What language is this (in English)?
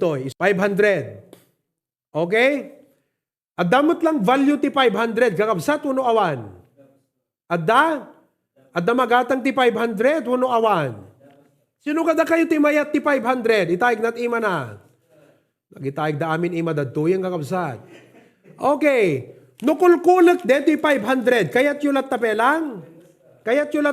Iloko